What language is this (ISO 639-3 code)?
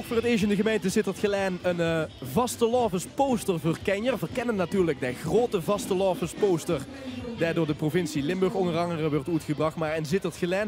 lim